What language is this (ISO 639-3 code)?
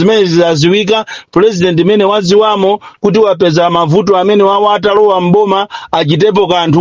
nya